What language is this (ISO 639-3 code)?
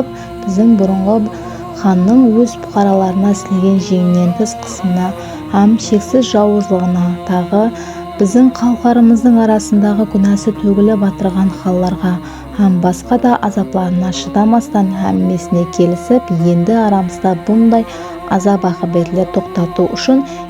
kaa